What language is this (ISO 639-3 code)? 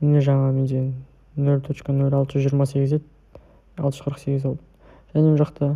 kaz